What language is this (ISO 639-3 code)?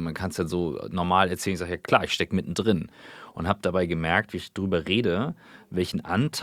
deu